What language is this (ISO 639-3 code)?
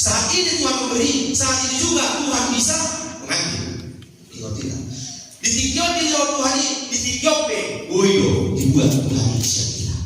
bbc